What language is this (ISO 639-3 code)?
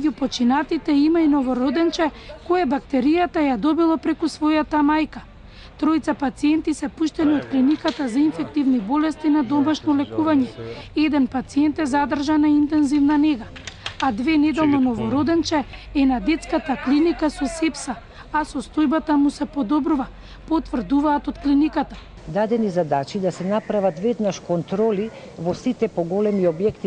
mkd